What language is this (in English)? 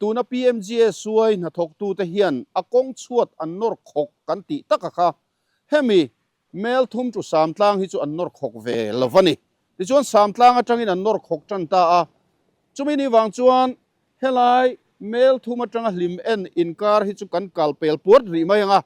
Mizo